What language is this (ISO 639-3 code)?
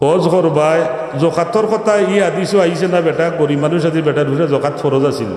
syl